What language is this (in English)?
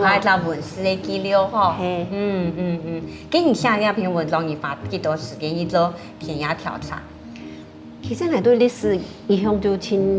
Hakka Chinese